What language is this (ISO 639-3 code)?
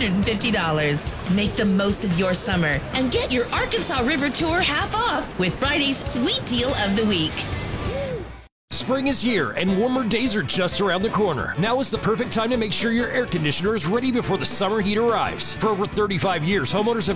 eng